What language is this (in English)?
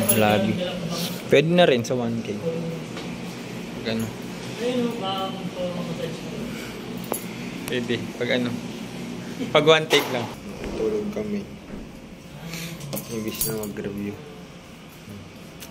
Filipino